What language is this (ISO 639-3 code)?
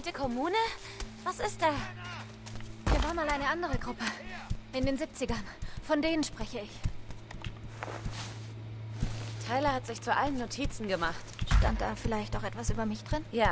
deu